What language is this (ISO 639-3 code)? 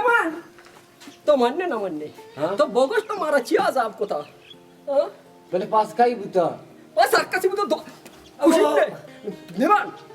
bal